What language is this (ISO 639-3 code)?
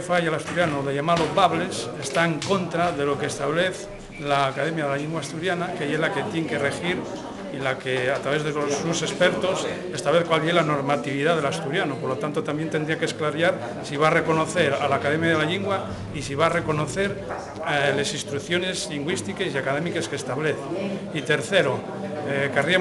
ast